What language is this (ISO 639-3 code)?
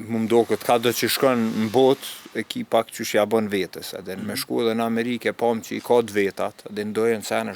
sqi